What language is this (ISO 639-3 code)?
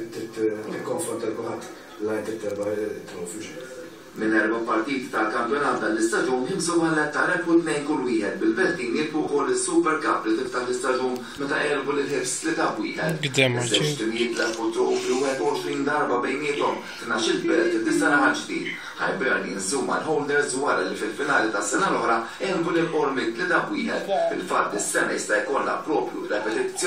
mlt